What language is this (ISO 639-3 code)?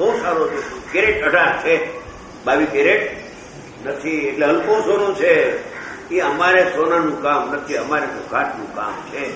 guj